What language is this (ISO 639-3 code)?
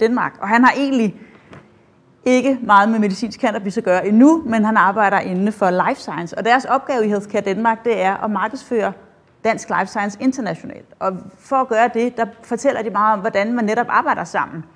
dan